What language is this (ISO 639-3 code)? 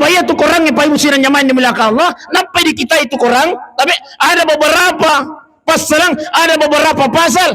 bug